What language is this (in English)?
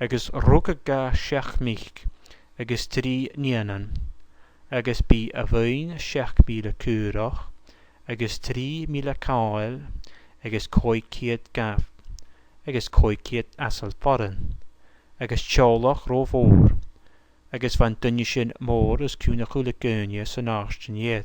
Scottish Gaelic